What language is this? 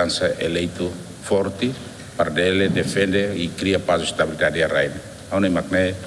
Tetum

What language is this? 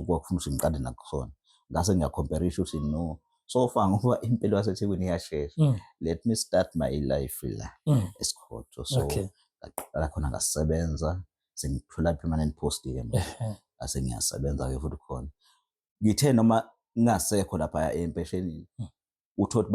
Zulu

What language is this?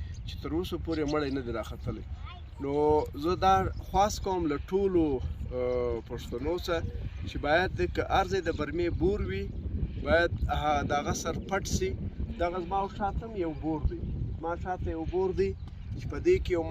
Pashto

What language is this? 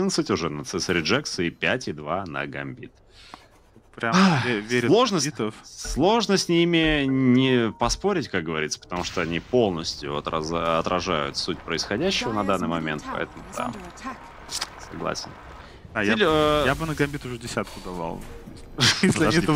Russian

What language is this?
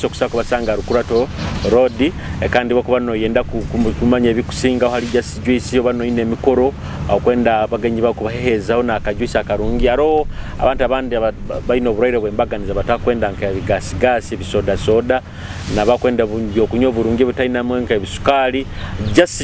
Nyoro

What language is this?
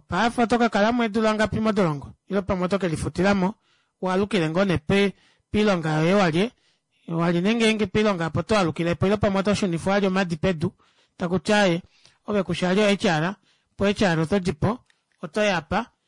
Kuanyama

